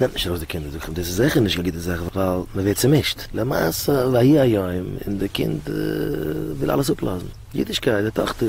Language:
Yiddish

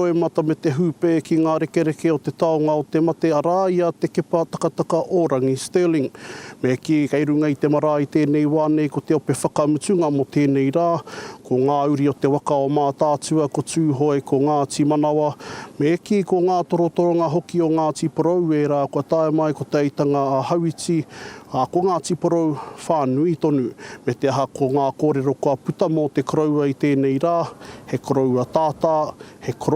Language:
Māori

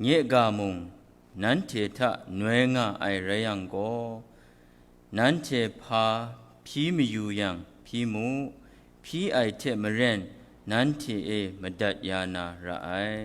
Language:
Kachin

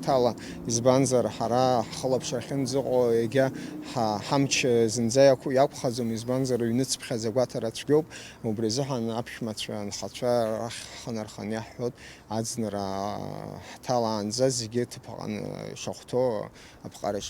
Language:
Abkhazian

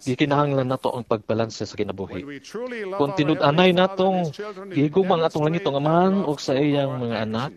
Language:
Cebuano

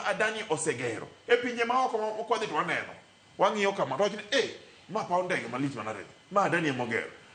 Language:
Luo (Kenya and Tanzania)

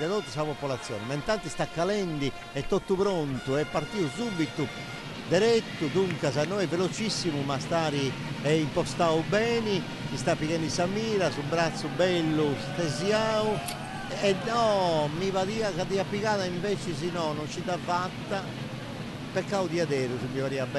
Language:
Sardinian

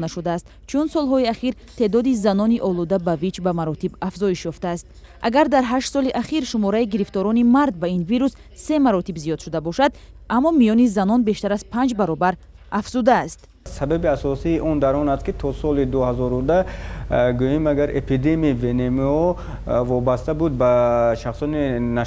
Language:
Tajik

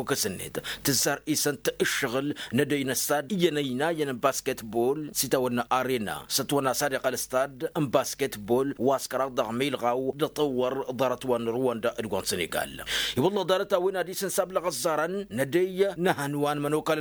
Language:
Tamasheq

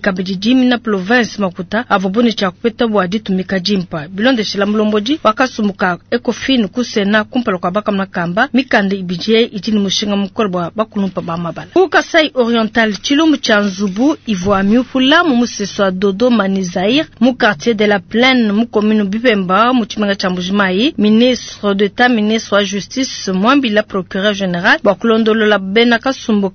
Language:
Luba-Lulua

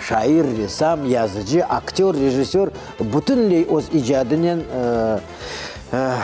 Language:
Crimean Tatar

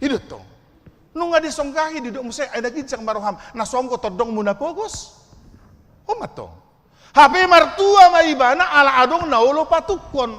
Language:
Batak Toba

